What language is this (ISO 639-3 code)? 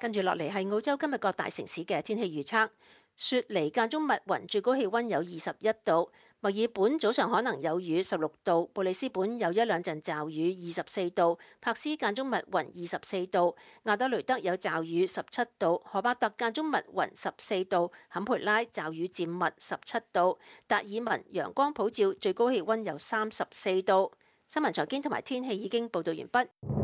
yue